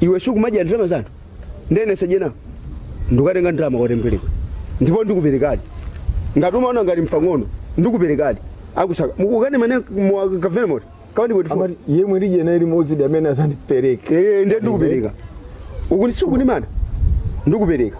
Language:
Nyanja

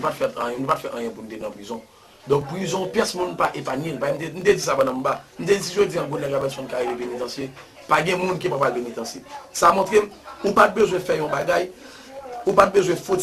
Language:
Haitian Creole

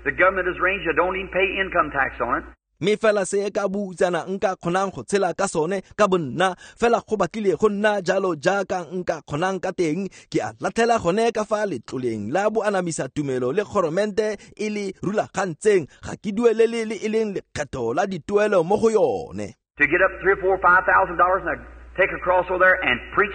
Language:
Tswana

